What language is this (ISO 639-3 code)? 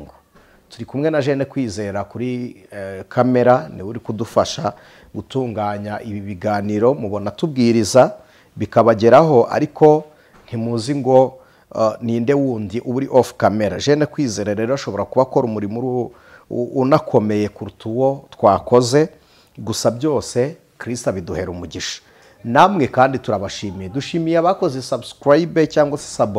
kin